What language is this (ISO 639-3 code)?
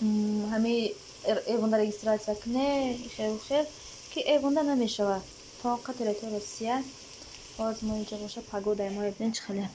tgk